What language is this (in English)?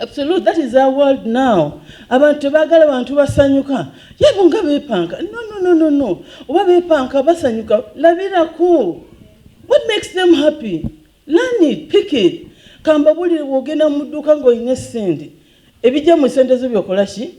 Ganda